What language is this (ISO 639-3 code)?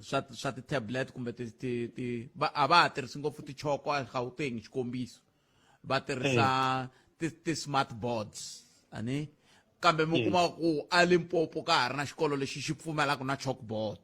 tso